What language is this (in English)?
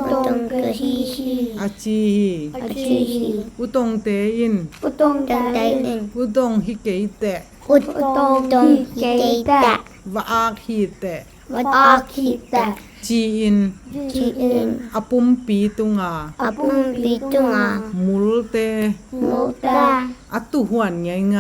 Tedim Chin